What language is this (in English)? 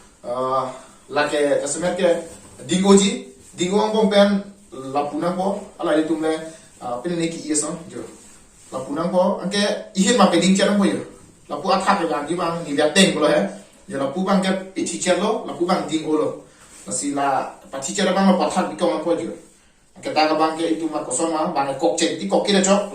Karbi